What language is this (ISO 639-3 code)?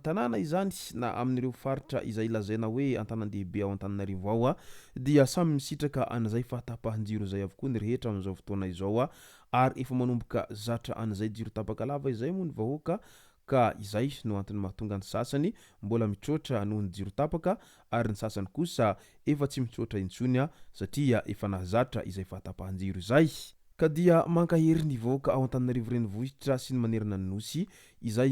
mlg